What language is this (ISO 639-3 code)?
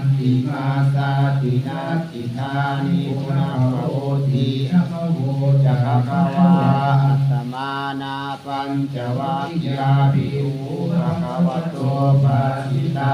pli